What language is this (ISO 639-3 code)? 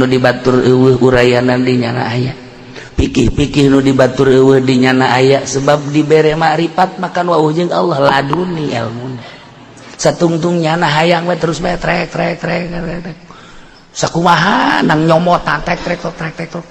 sun